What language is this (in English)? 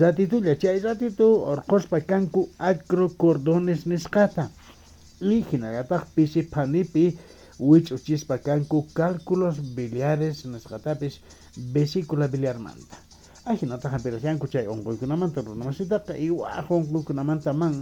Quechua